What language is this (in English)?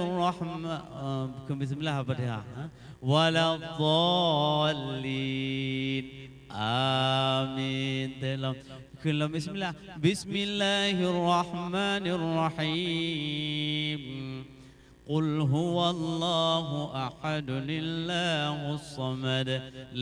Achinese